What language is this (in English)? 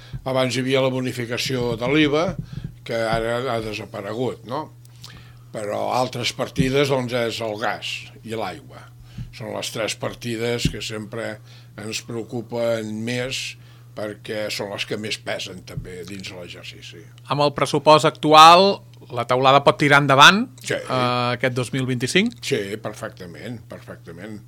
Catalan